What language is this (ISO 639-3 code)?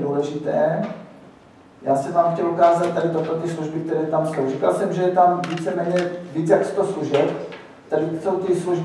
ces